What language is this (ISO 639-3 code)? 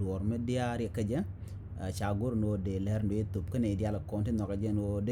nus